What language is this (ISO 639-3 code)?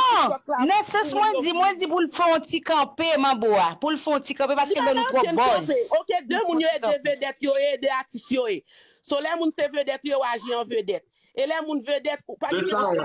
hat